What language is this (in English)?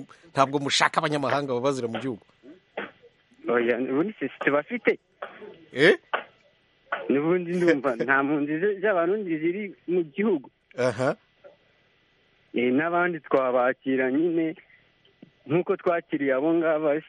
Kinyarwanda